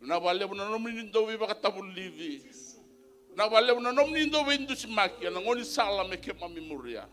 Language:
Fijian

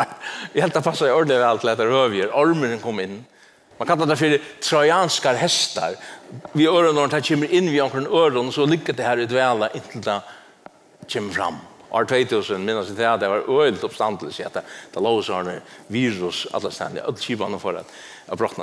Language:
Faroese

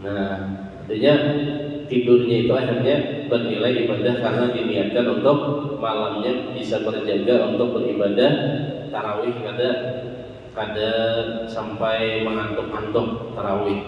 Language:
Banjar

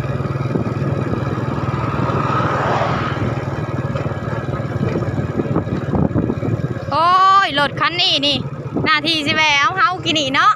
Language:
Lao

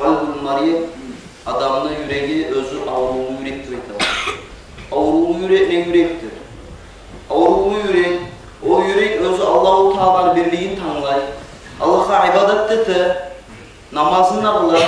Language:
Kumyk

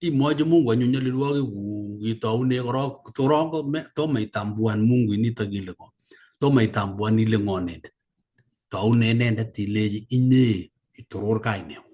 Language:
Kalenjin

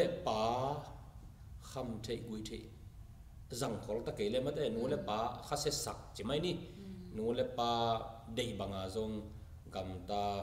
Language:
Tedim Chin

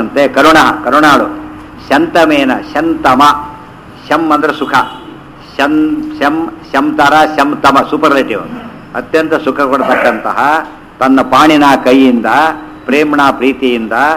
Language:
Kannada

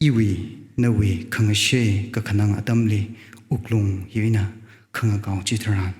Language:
Tangkhul Naga (India)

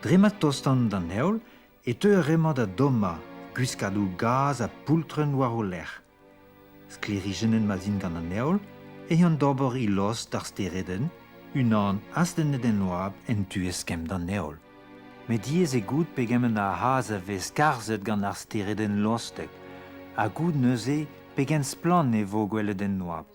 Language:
Breton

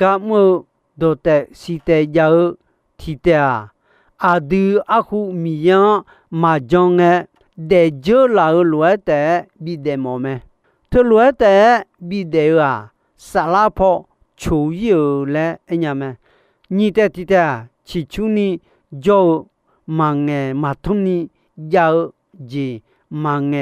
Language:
Akha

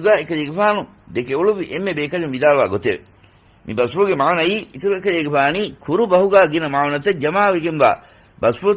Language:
Divehi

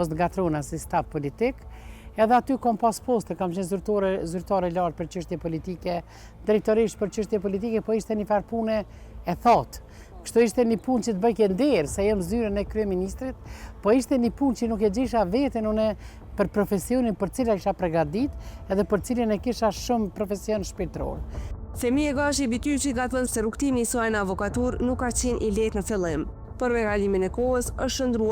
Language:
Albanian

